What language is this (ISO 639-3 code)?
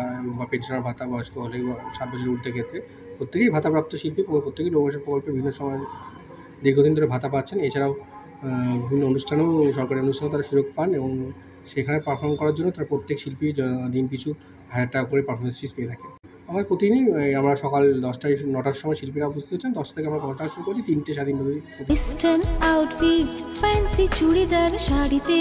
ben